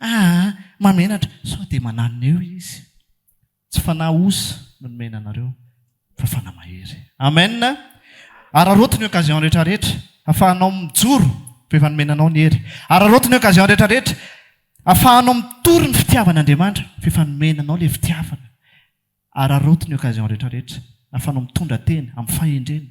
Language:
Malagasy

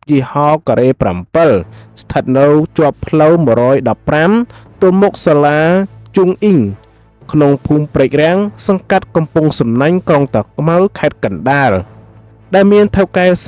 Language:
Khmer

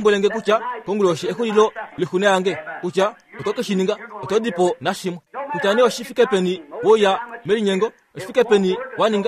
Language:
Kuanyama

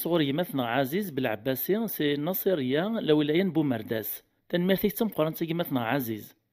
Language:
Kabyle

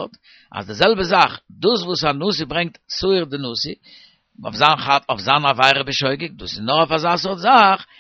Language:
Yiddish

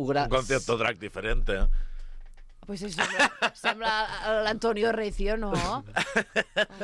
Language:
Catalan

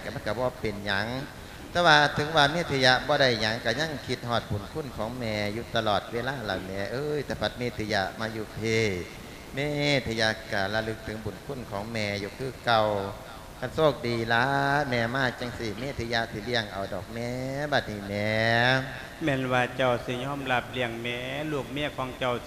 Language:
Lao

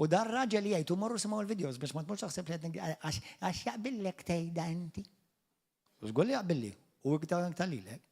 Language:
Maltese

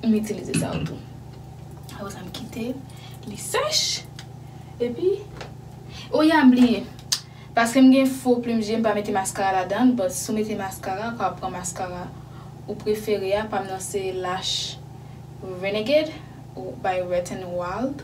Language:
Haitian Creole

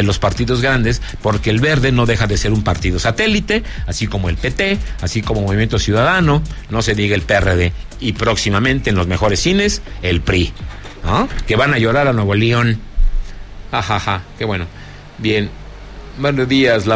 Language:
Spanish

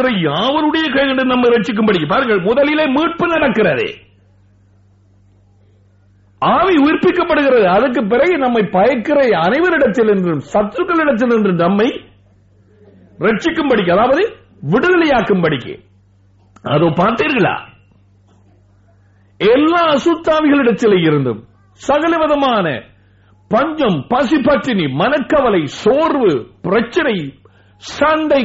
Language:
Tamil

